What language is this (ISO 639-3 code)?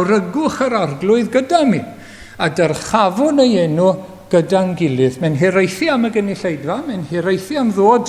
cym